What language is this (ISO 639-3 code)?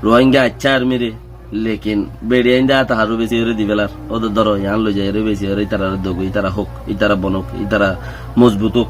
rhg